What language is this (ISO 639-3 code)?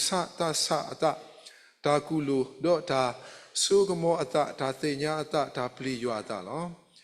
ksw